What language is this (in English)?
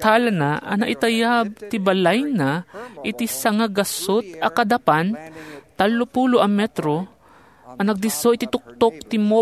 Iloko